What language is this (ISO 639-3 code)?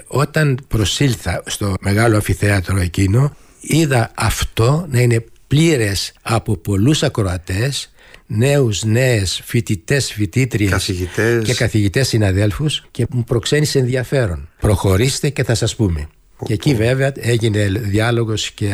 ell